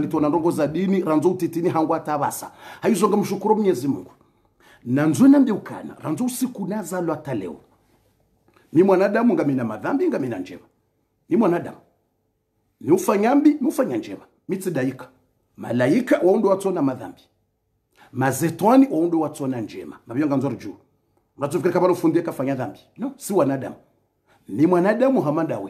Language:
Swahili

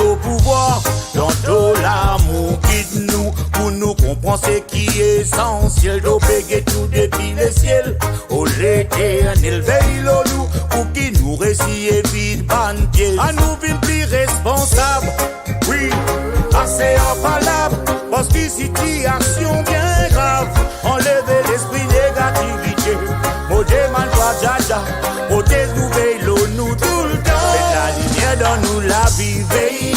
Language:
Morisyen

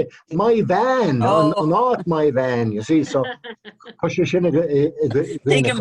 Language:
Irish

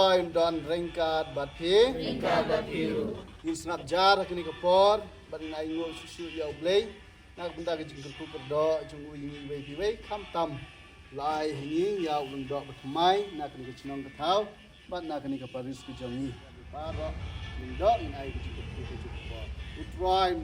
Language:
Khasi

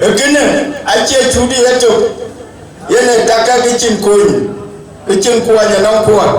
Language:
Dinka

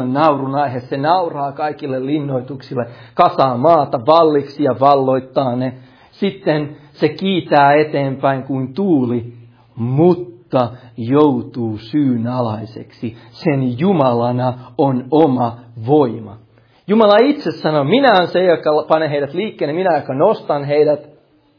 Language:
Finnish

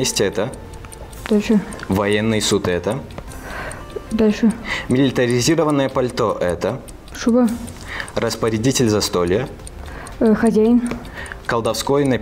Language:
Russian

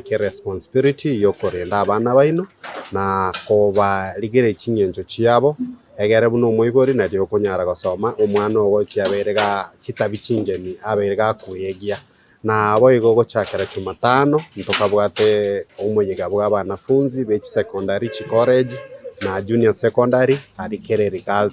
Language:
Gusii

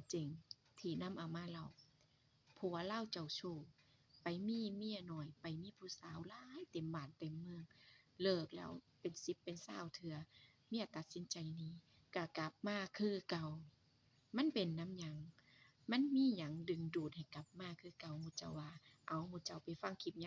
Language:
Northeastern Thai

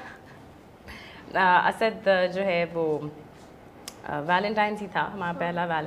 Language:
Urdu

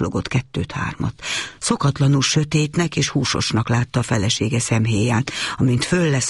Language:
Hungarian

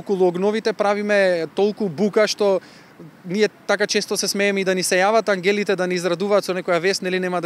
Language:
Macedonian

